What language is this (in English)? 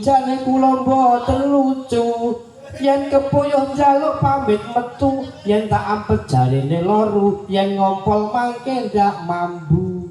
Javanese